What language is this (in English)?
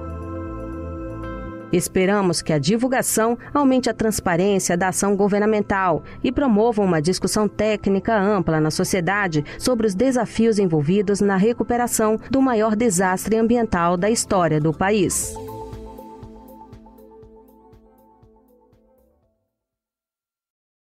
Portuguese